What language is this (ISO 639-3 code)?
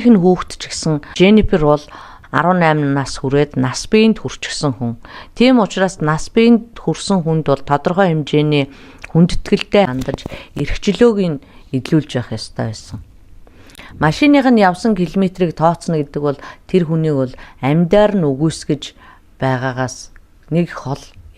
mon